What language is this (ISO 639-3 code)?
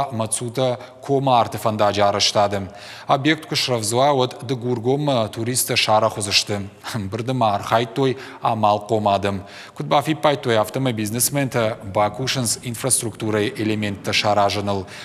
oss